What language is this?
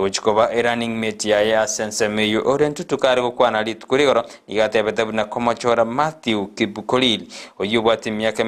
Gusii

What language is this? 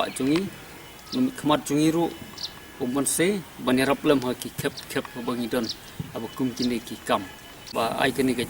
Khasi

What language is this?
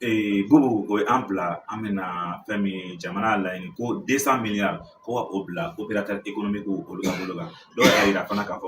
Bambara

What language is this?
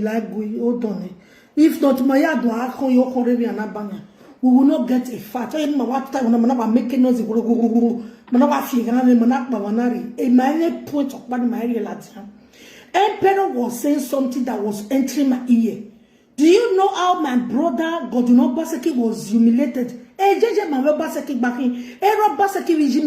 Nigerian Pidgin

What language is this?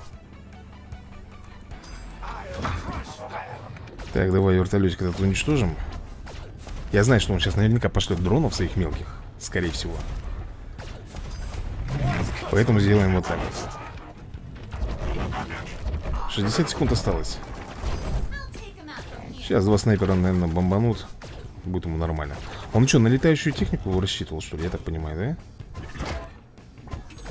Russian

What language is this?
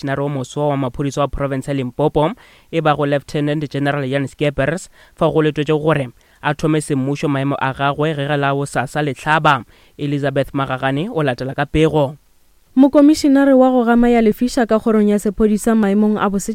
Northern Sotho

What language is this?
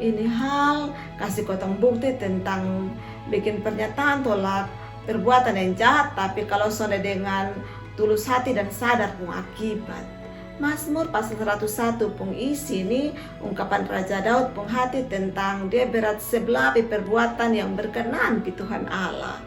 Kupang Malay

